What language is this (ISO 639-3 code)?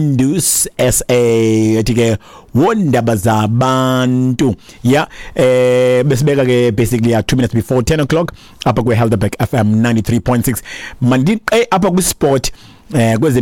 xho